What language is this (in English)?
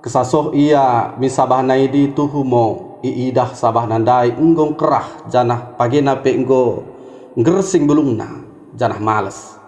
Batak Dairi